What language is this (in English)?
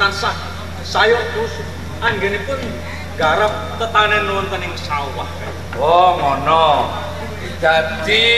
Javanese